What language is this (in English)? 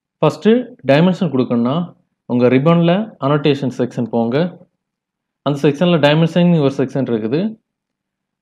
Tamil